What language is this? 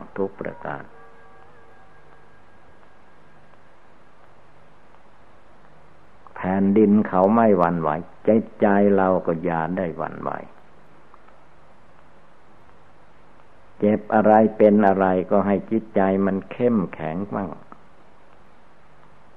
Thai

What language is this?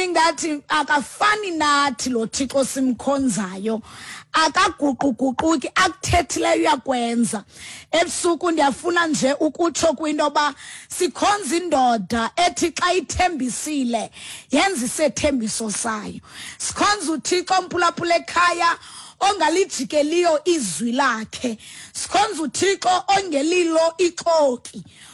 Xhosa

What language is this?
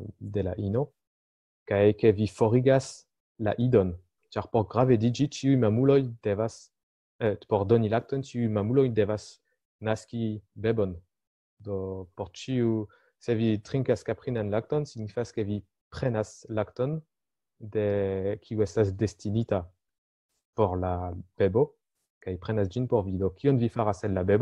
Esperanto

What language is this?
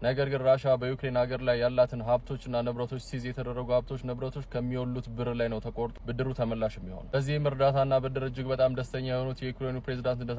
Amharic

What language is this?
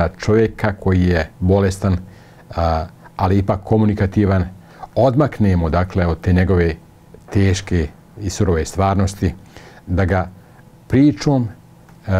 Bosnian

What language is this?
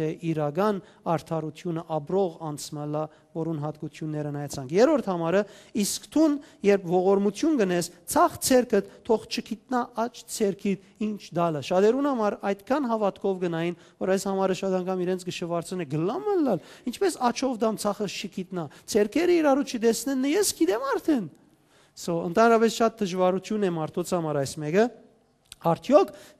Western Armenian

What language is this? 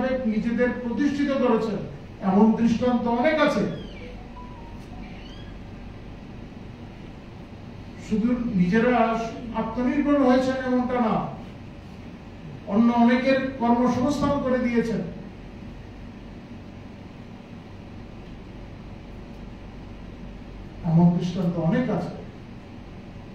Bangla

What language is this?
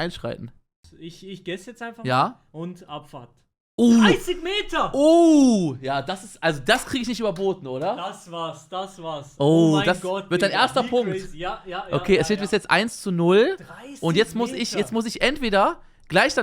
Swiss German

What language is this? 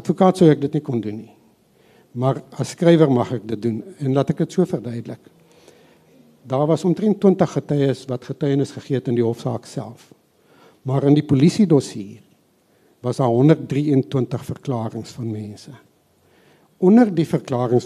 Afrikaans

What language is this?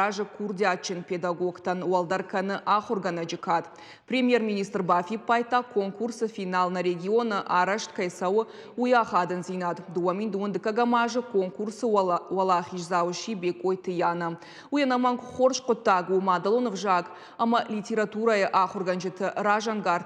Ossetic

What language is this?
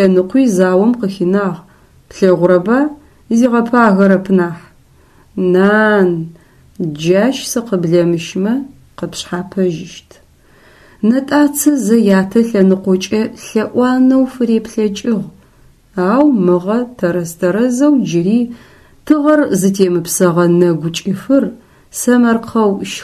Adyghe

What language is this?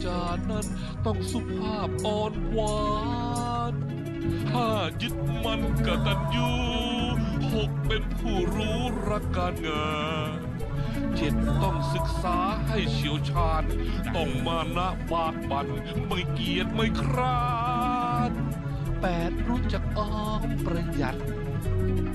Thai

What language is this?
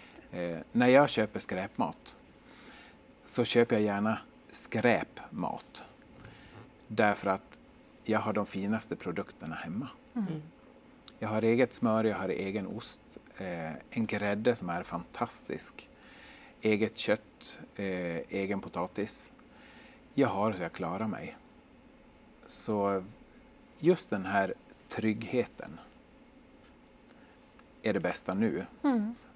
Swedish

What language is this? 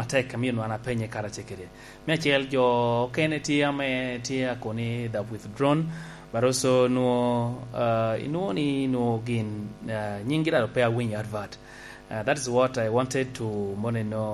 Lango (Uganda)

